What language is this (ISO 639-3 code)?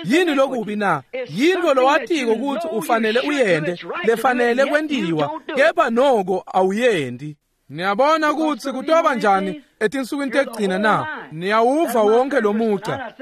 ssw